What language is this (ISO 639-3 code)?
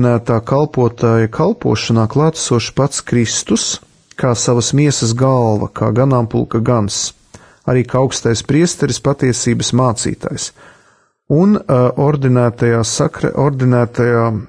lav